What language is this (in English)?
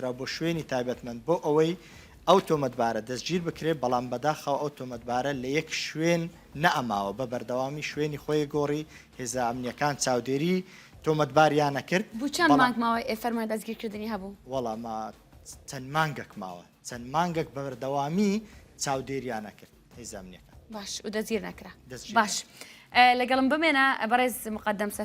Central Kurdish